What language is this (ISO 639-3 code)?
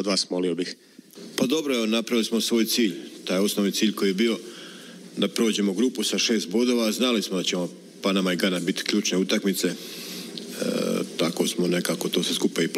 hrv